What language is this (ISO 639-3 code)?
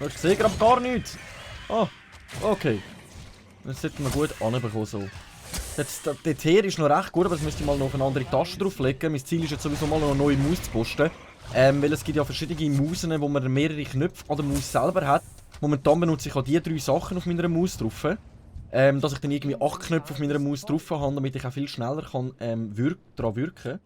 gsw